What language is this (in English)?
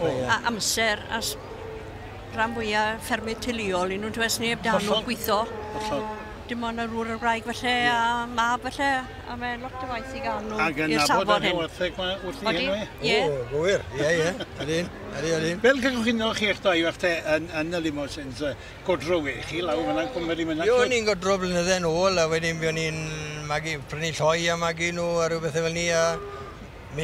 Welsh